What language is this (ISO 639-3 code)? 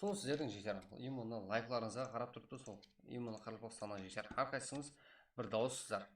kaa